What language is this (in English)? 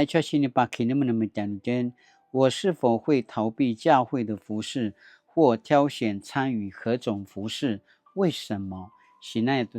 Paiwan